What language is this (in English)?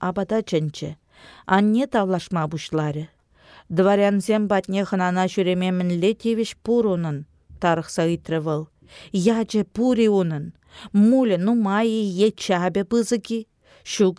Chuvash